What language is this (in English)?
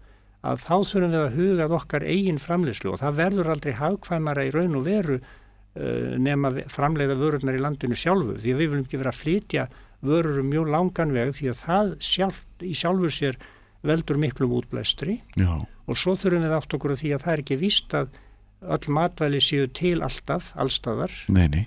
Icelandic